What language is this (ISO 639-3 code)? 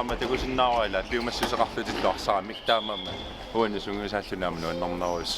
kal